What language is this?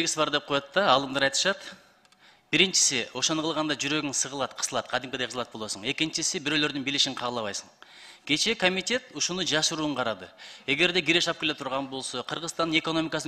Kyrgyz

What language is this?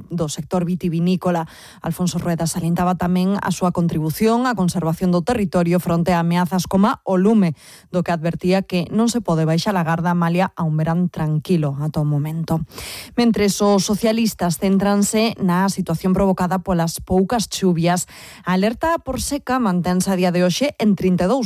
Galician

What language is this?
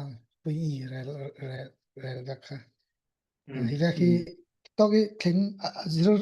Falam Chin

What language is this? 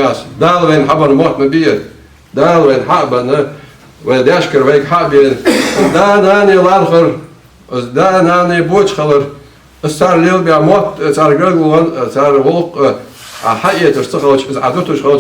Ingush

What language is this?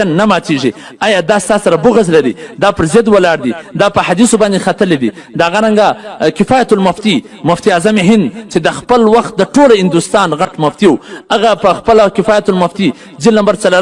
Pashto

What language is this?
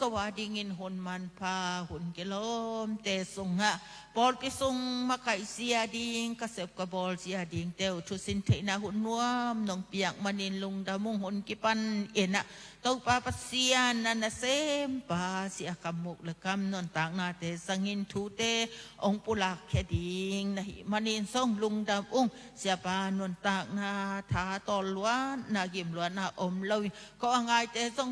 Tedim Chin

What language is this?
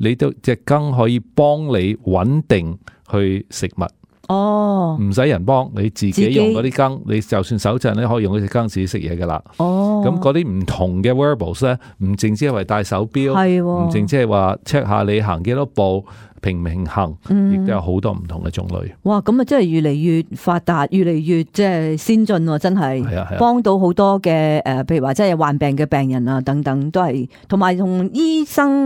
Cantonese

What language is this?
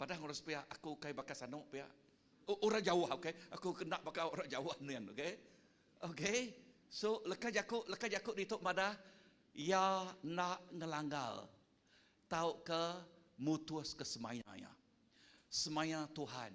Iban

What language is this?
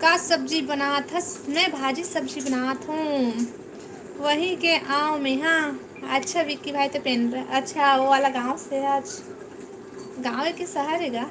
Chhattisgarhi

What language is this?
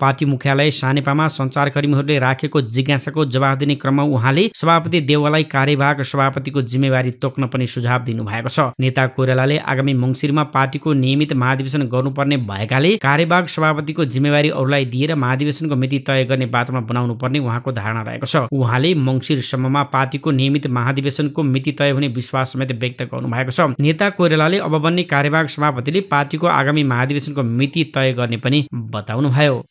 Nepali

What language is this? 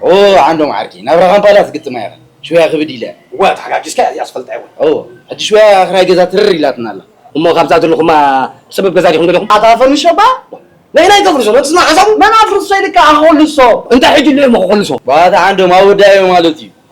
Tigrinya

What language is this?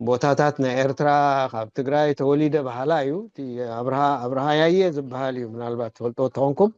Tigrinya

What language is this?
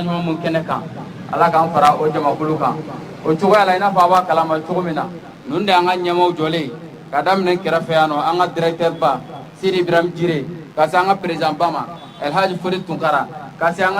Bambara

